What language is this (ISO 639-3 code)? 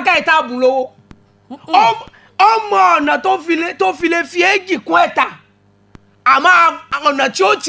yor